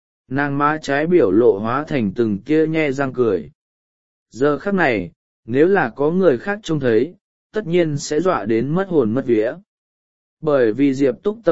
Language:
Vietnamese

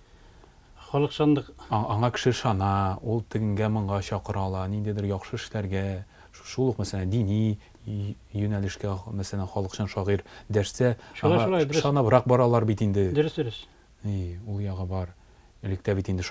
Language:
Tatar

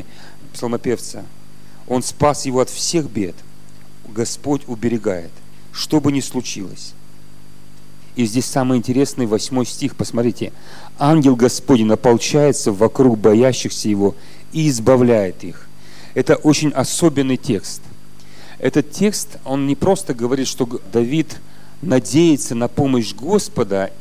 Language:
Russian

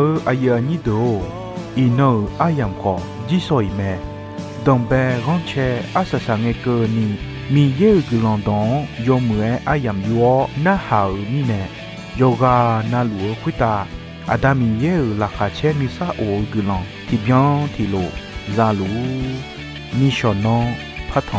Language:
Akha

